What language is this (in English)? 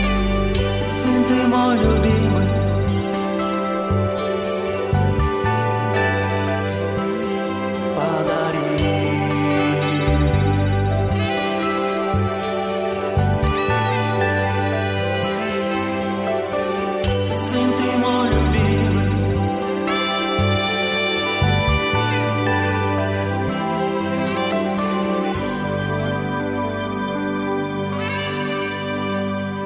Russian